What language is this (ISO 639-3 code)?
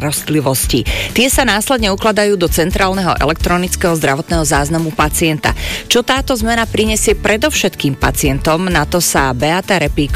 slk